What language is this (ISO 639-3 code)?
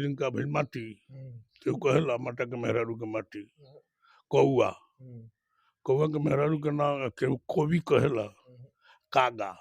bho